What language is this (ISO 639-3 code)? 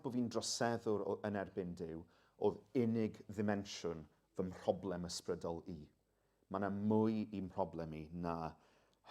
cym